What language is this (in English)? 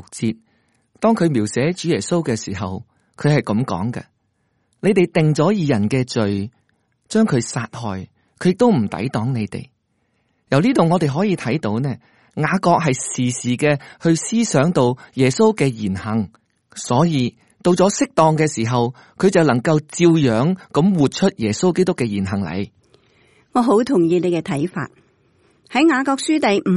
Cantonese